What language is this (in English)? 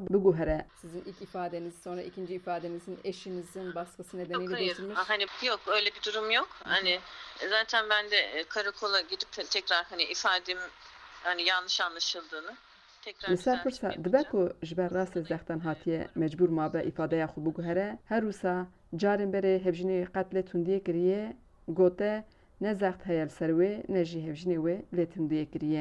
Kurdish